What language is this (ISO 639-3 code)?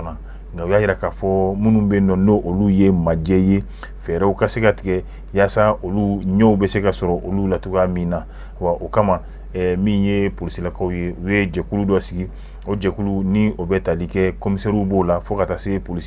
bam